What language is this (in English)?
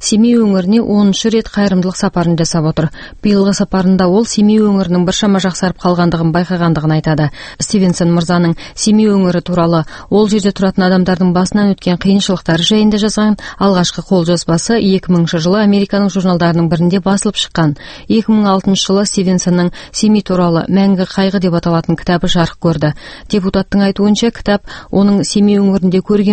Kazakh